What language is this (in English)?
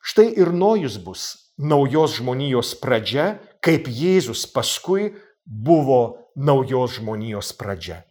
Lithuanian